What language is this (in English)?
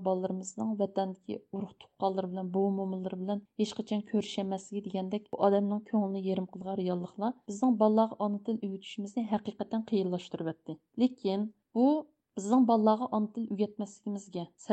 Uyghur